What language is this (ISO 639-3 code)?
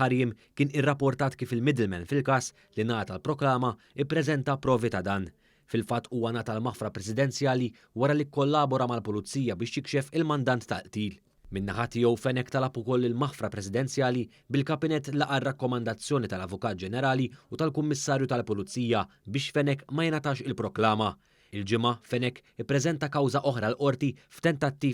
mlt